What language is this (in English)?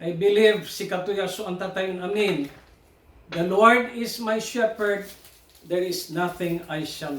Pangasinan